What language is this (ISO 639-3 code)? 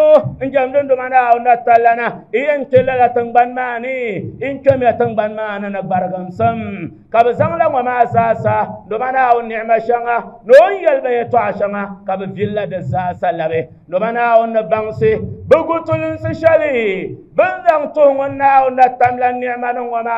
dag